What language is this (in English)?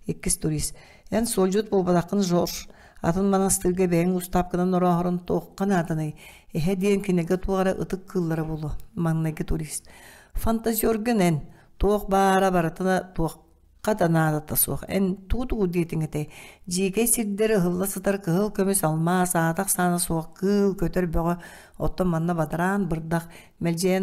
Yakut